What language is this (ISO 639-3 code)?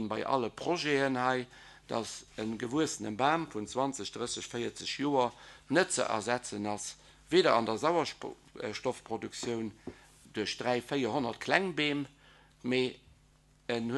ltz